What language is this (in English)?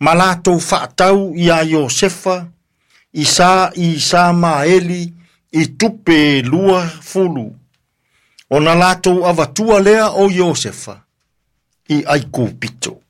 Samoan